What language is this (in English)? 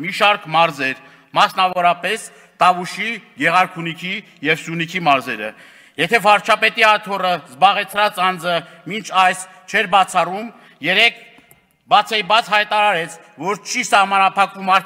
Armenian